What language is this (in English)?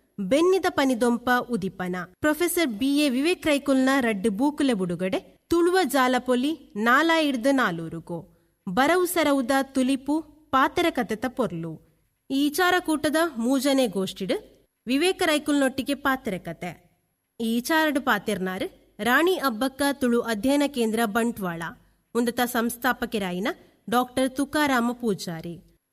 Tulu